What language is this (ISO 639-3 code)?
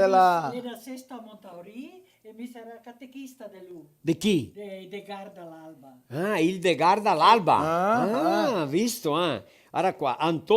vec